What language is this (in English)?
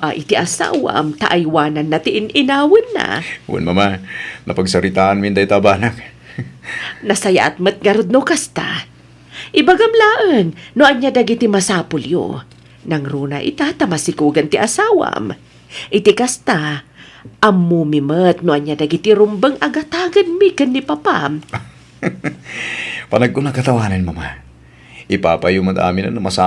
Iloko